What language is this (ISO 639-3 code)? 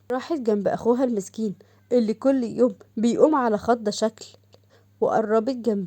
arz